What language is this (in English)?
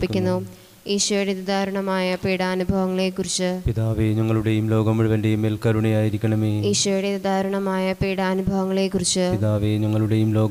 Malayalam